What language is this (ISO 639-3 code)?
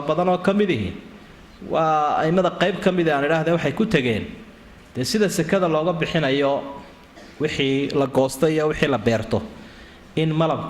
som